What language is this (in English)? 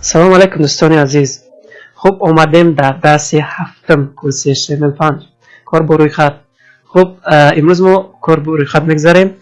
Tajik